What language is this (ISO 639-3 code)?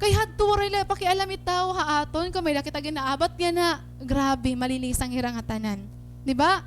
war